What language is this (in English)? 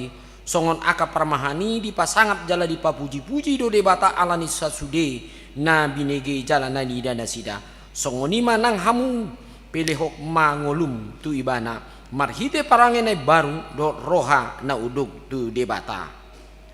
Batak Toba